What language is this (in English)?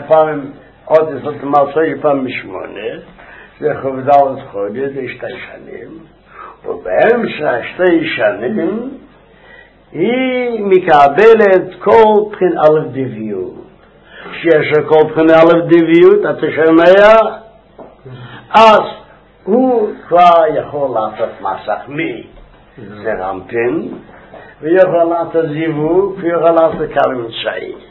Hebrew